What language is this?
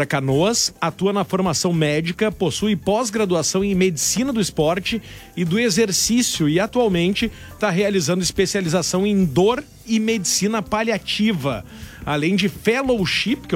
Portuguese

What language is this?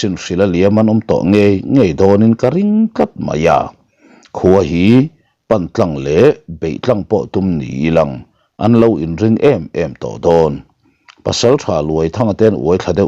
Mizo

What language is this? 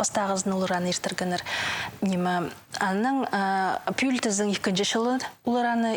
Khakas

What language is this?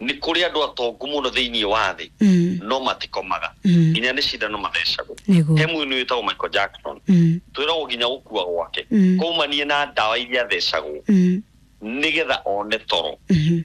Kikuyu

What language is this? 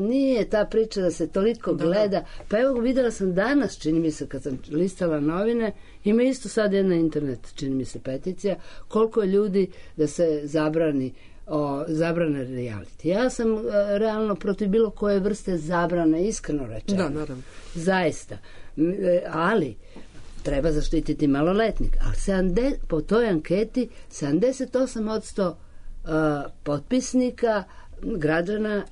Serbian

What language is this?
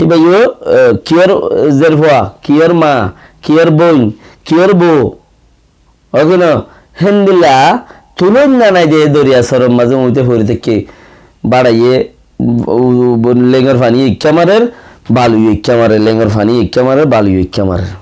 Rohingya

